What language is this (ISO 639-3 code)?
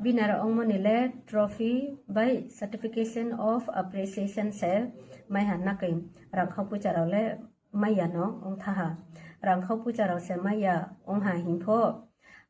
ria